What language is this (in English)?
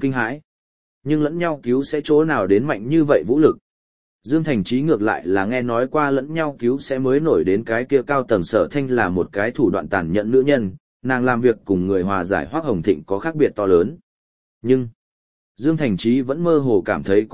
Vietnamese